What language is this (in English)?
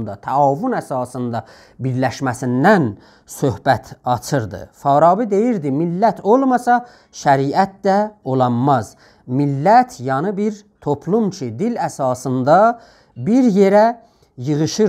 South Azerbaijani